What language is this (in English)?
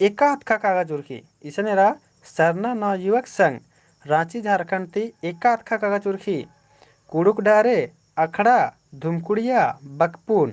Kurukh